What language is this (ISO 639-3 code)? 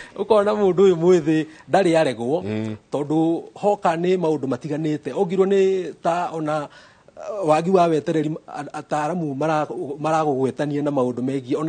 kik